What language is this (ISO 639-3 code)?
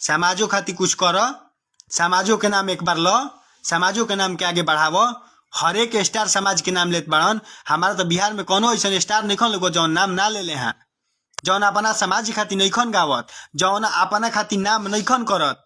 bho